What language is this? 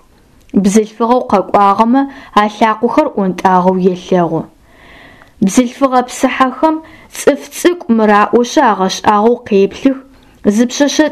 Adyghe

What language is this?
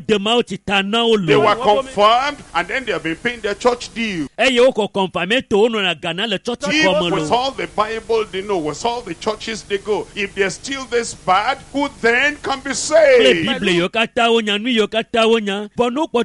Ewe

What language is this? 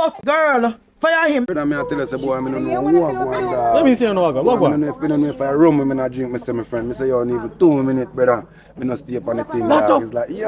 Jamaican Creole English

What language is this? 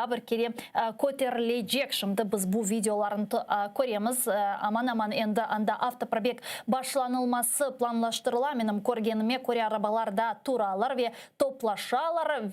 Crimean Tatar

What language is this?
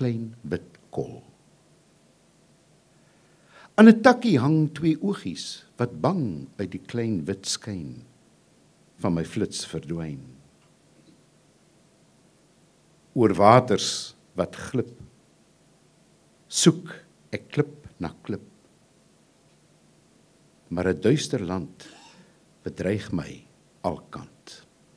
Afrikaans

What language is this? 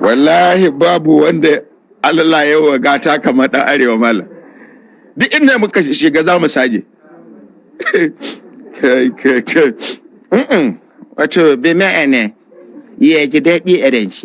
Hausa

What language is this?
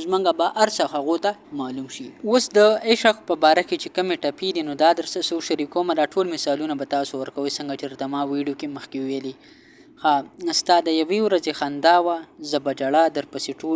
Pashto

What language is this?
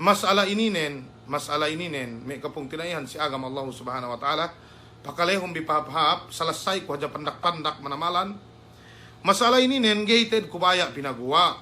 Yakan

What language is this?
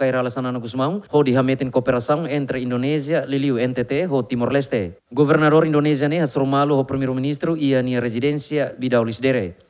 Tetum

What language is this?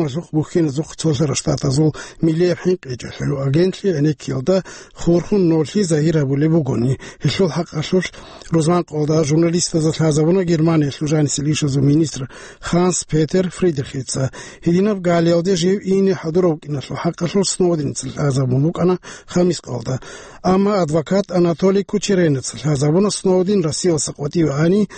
Avaric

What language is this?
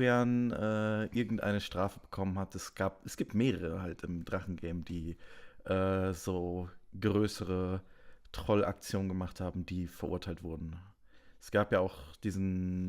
Swiss German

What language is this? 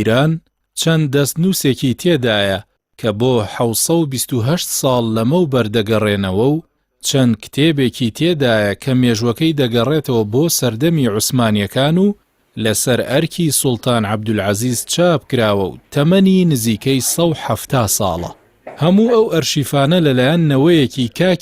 Central Kurdish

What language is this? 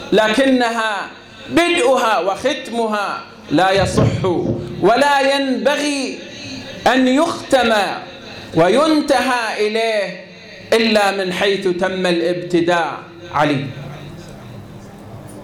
Arabic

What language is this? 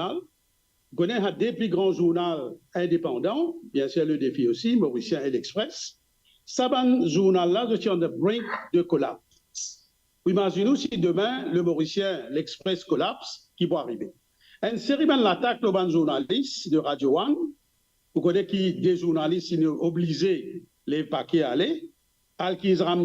Morisyen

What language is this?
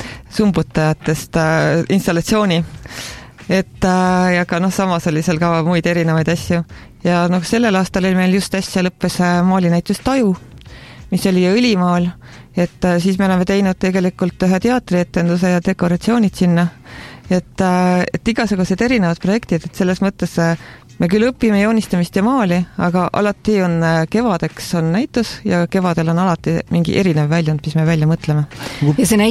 Estonian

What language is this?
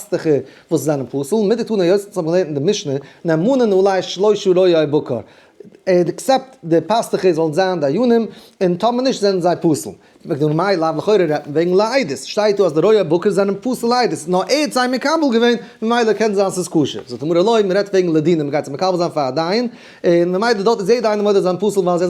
Yiddish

